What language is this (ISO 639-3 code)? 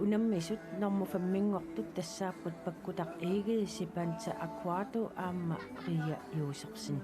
kal